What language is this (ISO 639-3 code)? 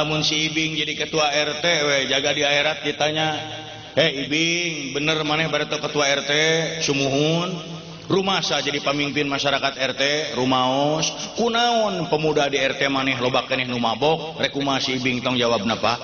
sun